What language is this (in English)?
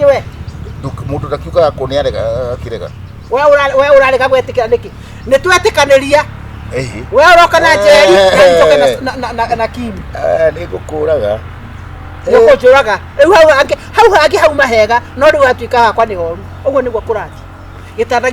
Kikuyu